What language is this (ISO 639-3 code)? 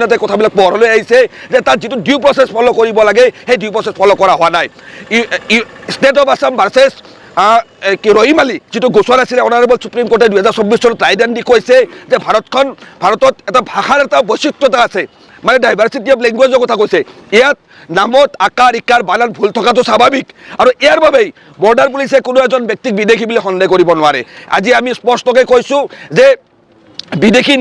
asm